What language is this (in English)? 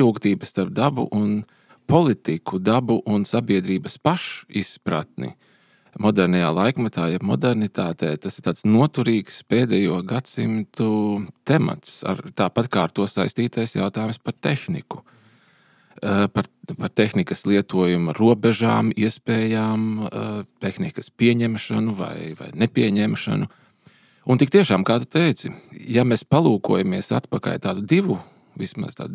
Latvian